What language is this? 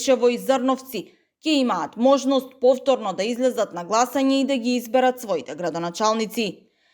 Macedonian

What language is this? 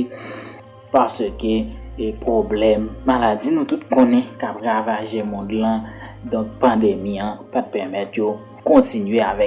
Haitian Creole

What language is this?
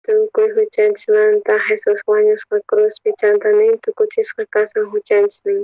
South Bolivian Quechua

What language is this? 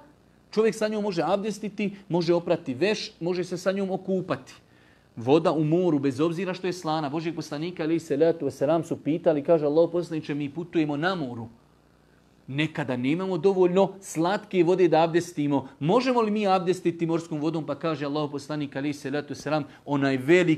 Bosnian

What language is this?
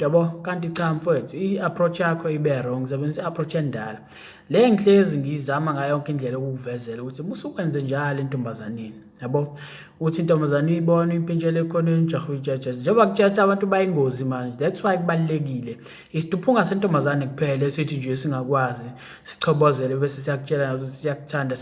Zulu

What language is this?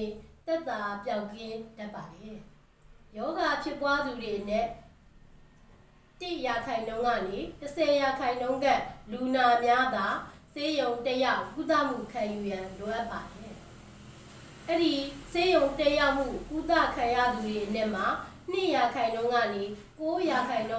Burmese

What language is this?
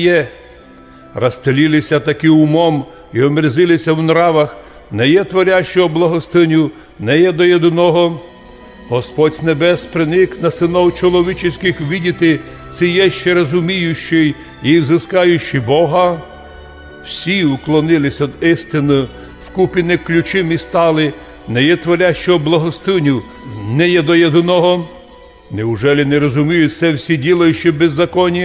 Rusyn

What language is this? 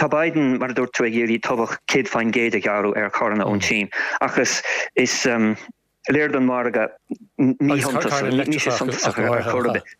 Irish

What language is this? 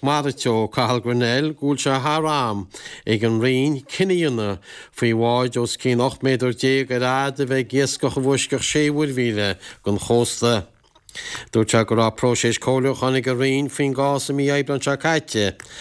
Irish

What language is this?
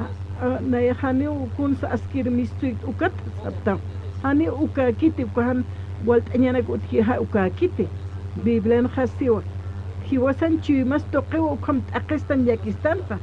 Aymara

